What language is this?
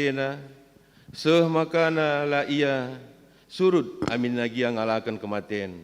Batak Karo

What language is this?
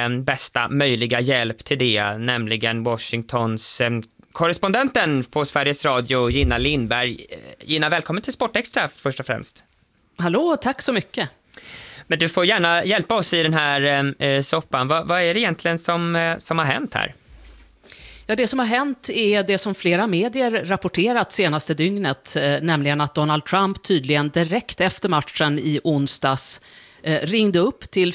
Swedish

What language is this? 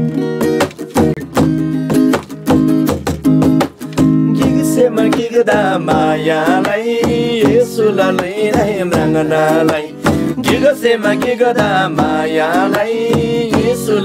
Eastern Tamang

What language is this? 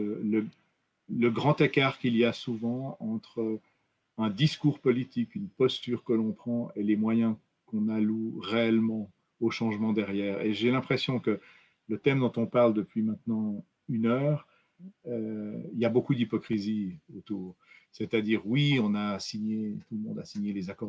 French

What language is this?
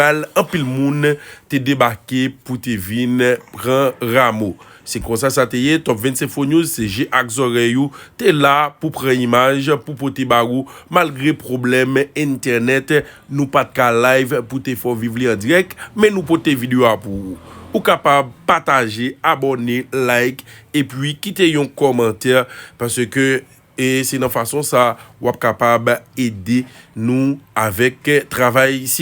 Haitian Creole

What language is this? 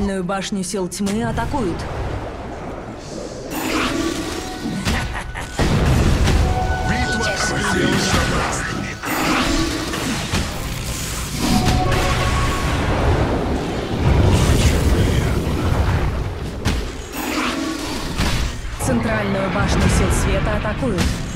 Russian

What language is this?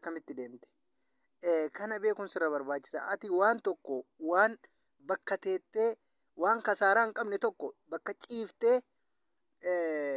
Oromo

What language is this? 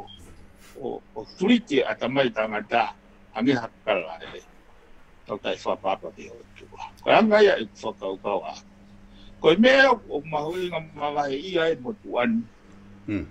Tongan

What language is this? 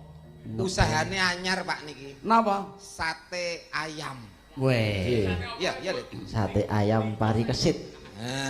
Javanese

